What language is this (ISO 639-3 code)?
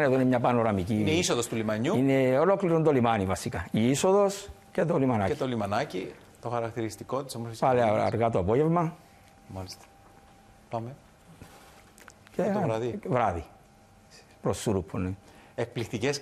ell